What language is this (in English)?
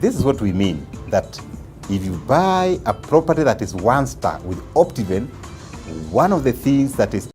Kalenjin